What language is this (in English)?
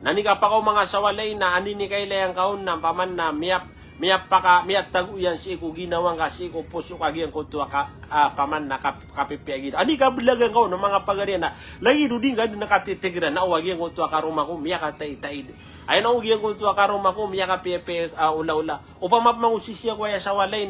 Maranao